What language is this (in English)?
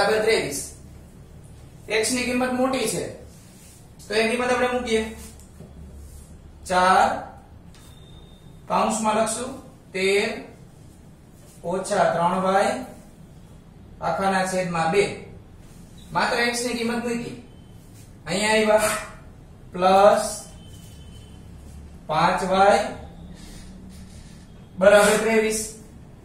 Gujarati